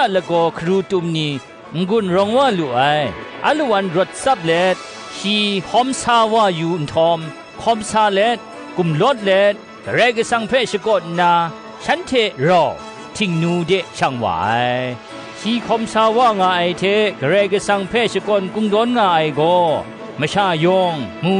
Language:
Kachin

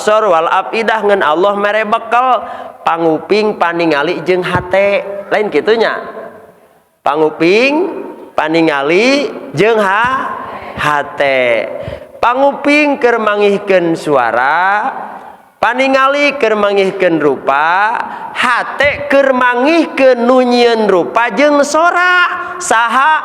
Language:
Sundanese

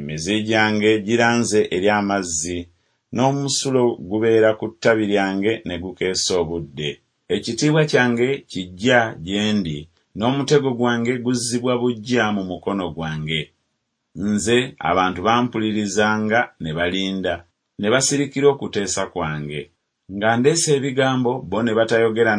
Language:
Ganda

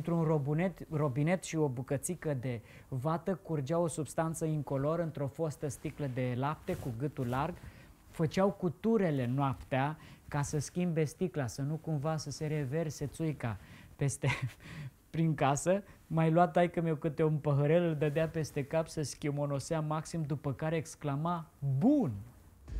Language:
Romanian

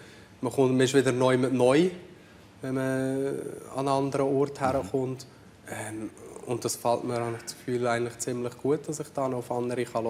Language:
Swiss German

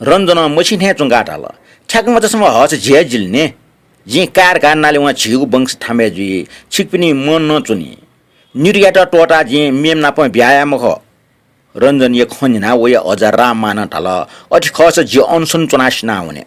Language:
Newari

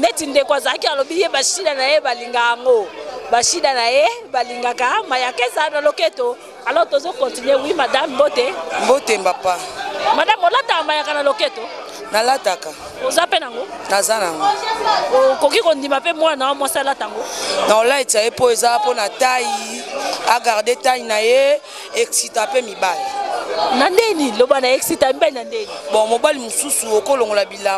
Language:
Lingala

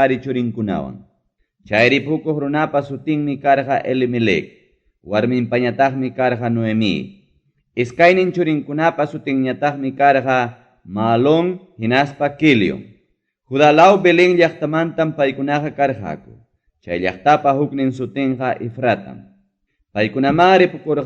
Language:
Ayacucho Quechua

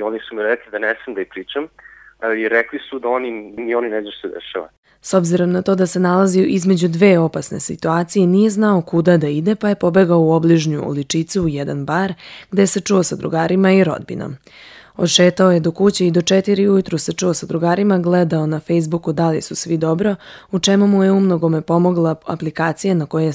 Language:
Serbian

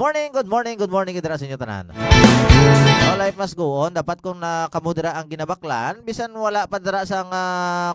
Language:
Hiligaynon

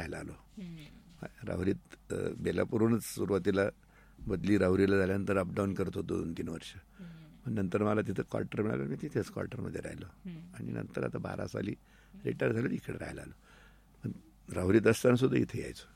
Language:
Marathi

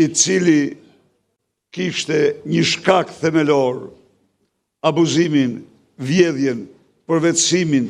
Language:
Albanian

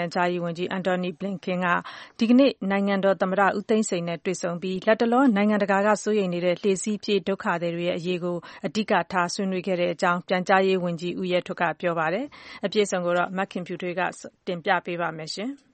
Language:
Burmese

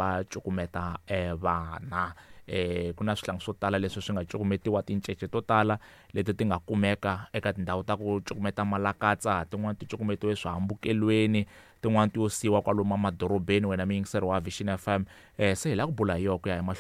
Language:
Tsonga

